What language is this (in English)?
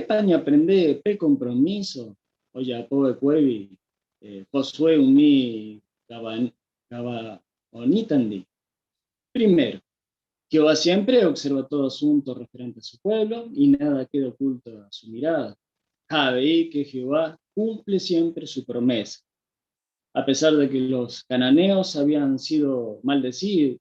Guarani